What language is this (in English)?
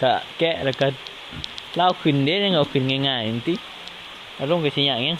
Northeastern Thai